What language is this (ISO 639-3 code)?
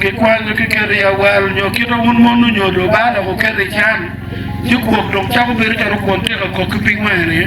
ach